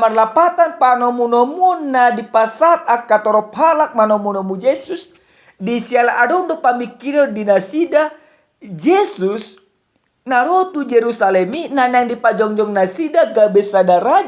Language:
Batak Toba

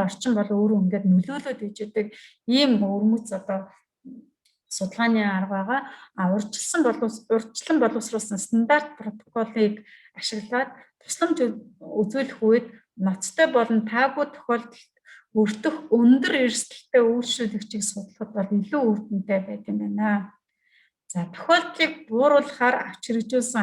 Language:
Mongolian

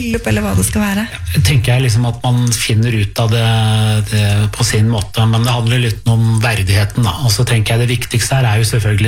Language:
Norwegian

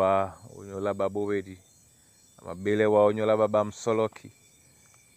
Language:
Duala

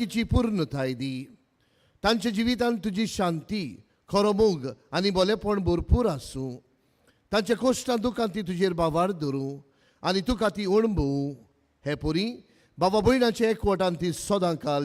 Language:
Konkani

